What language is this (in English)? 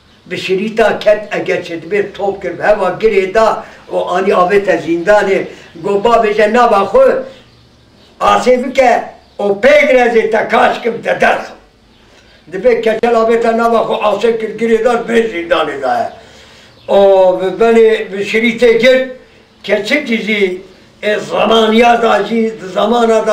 Kurdish